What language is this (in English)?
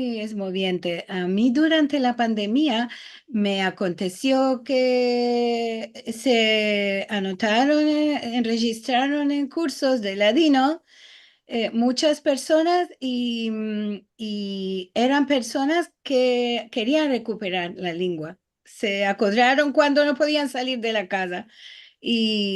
Ladino